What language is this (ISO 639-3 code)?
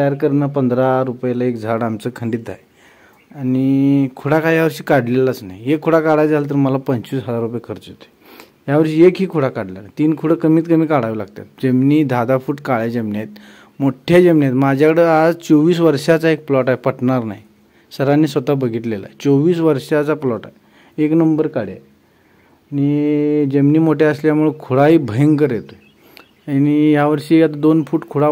mar